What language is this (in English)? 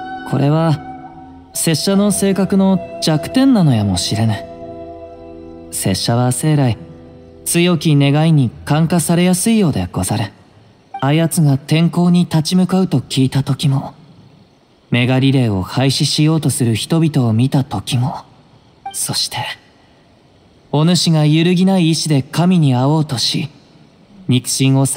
Japanese